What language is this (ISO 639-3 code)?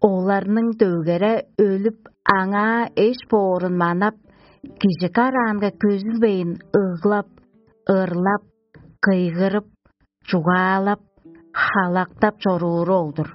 tyv